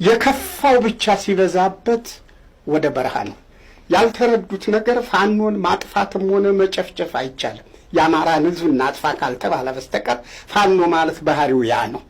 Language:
Amharic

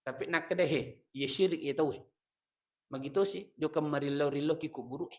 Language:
Buginese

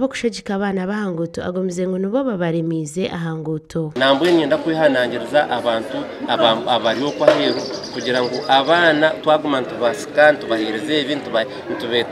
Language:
Nyankole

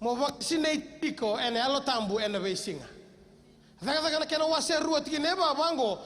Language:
Fijian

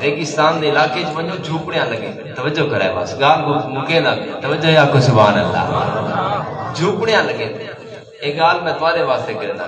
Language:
Saraiki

